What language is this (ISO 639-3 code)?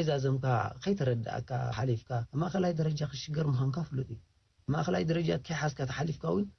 tir